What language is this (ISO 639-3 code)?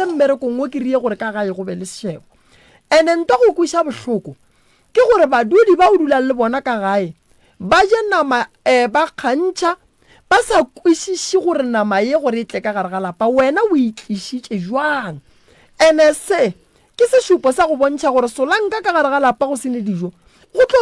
nso